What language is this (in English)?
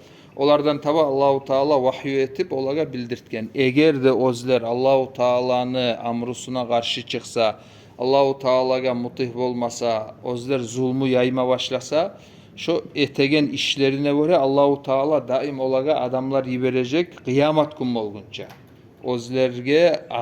Kumyk